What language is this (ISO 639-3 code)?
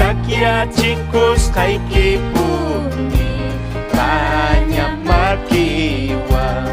quy